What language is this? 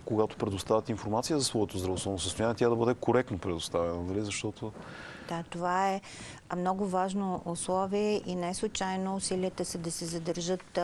Bulgarian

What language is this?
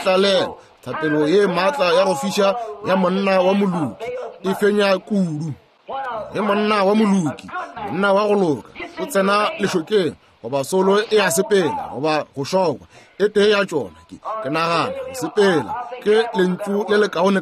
Northern Sotho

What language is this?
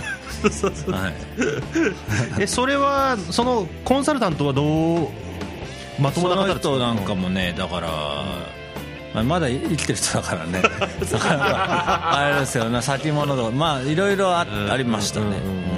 Japanese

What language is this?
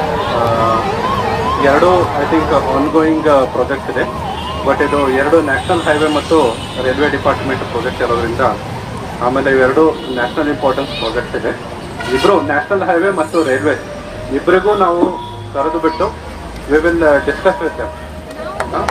Kannada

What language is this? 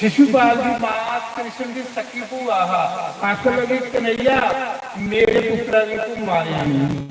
Dogri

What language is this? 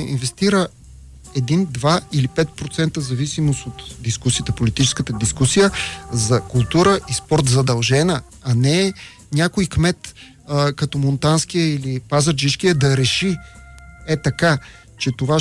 Bulgarian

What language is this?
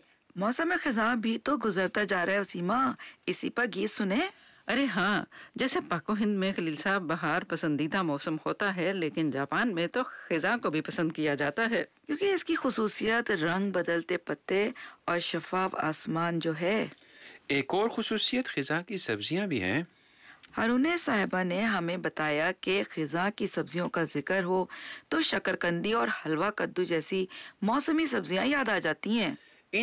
Urdu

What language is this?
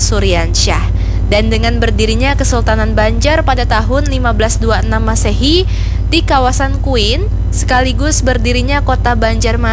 Banjar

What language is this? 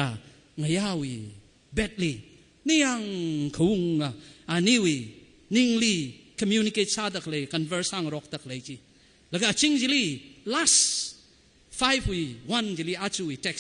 Tangkhul Naga (India)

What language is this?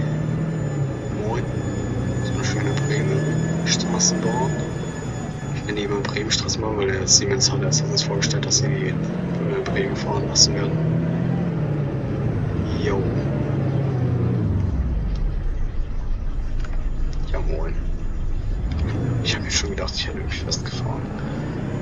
German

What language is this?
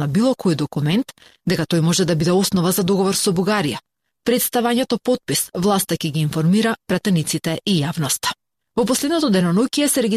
Macedonian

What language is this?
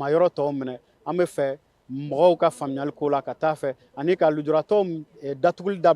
Bambara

